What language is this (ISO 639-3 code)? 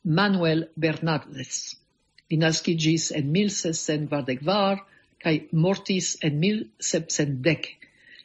epo